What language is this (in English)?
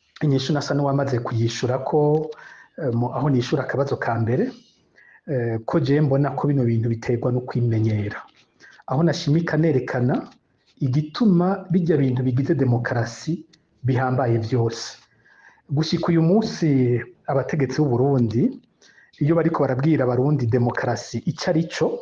Rundi